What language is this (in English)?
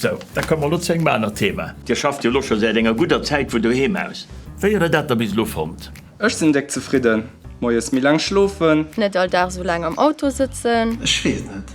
Luxembourgish